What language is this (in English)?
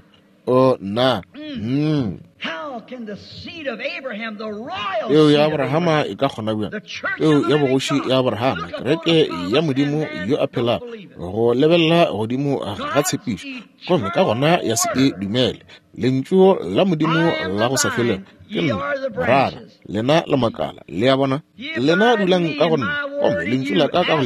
Northern Sotho